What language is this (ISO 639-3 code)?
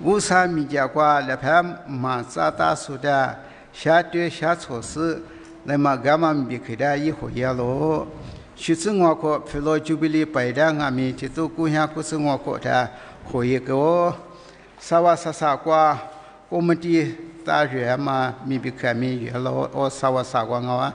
lis